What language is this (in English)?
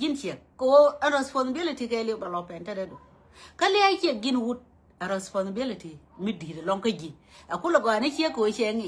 Nuer